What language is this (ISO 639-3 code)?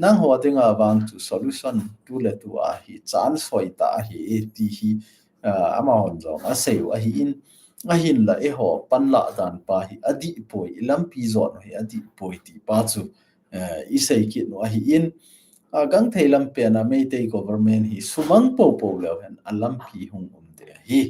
tcz